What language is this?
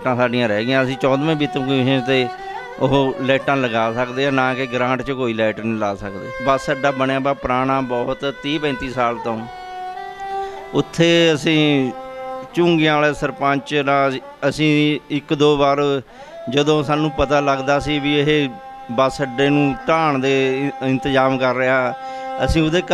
Punjabi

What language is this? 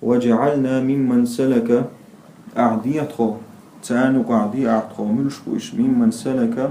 Chechen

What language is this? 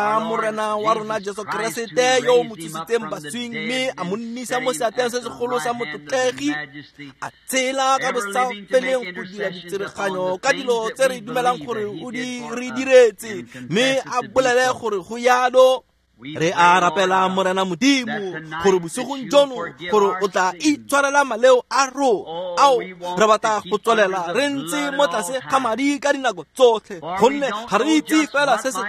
Tswana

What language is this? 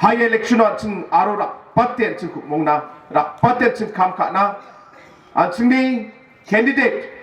Garo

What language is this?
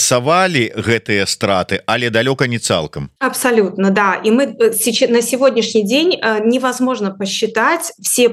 Belarusian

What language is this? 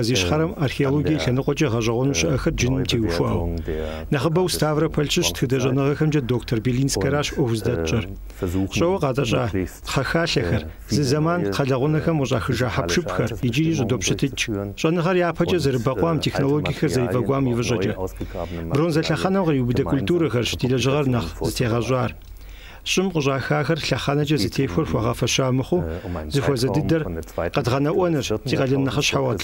Kabardian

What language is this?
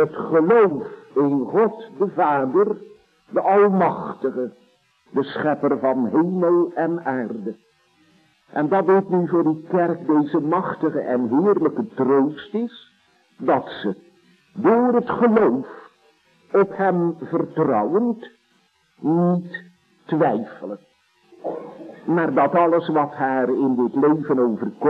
Dutch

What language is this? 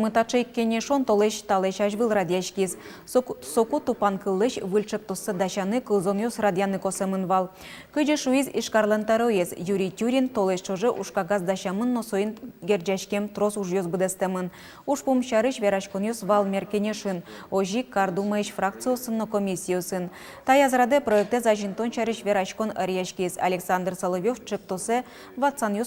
Udmurt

